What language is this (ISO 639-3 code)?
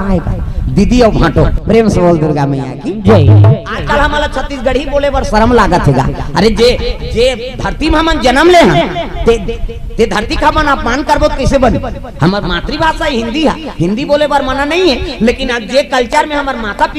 hne